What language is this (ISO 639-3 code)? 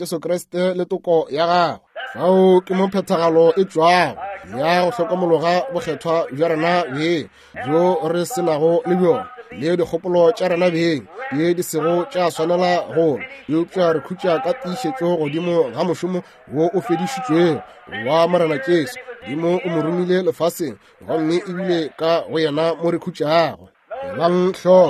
nso